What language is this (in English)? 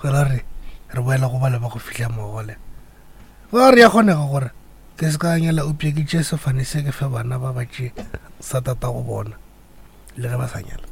Northern Sotho